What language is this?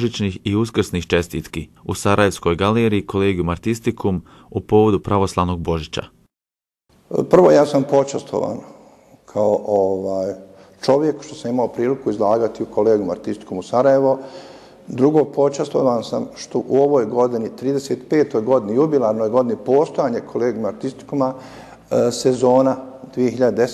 Bosnian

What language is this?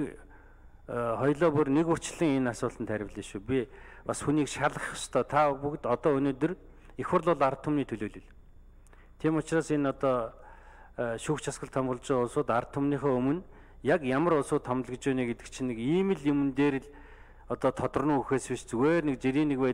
Mongolian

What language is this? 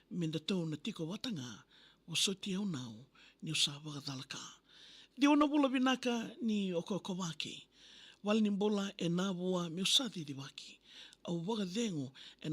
Fijian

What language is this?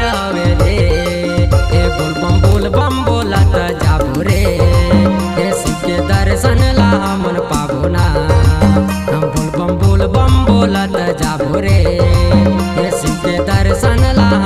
Chhattisgarhi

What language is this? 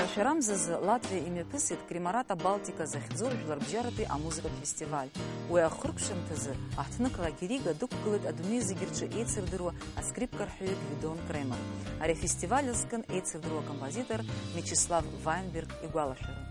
Abkhazian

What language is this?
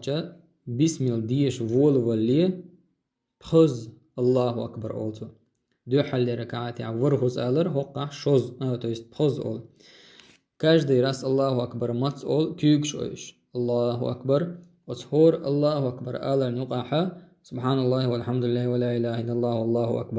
Chechen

